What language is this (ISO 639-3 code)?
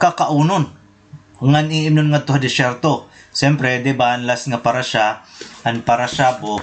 war